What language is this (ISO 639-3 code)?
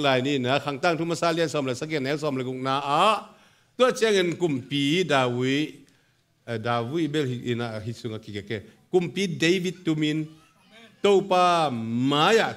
ctd